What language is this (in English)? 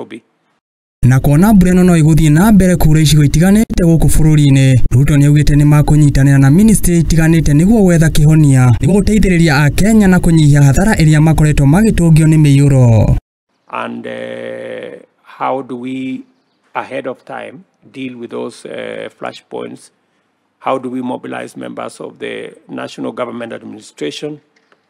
Kikuyu